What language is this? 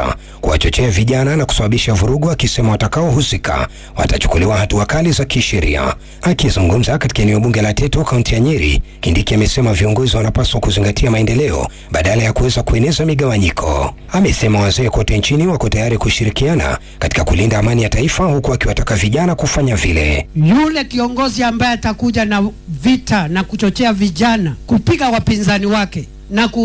Swahili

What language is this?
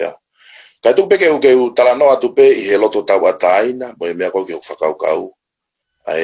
Tongan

